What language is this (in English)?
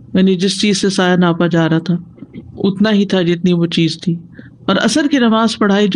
Urdu